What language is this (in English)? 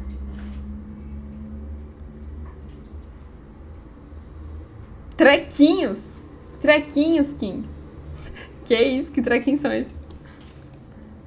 Portuguese